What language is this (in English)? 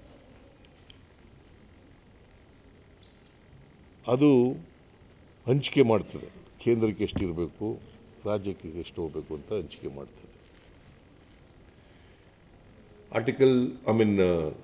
Kannada